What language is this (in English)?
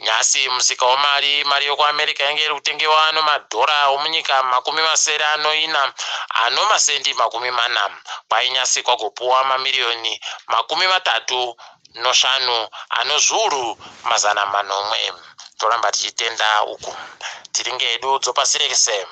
Ndau